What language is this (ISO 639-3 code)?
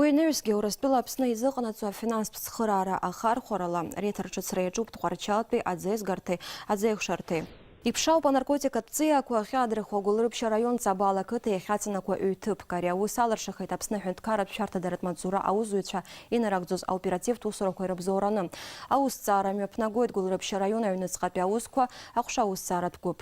abk